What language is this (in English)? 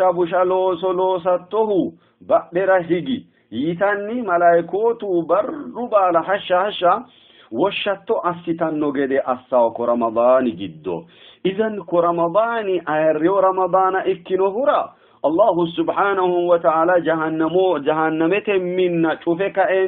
Sidamo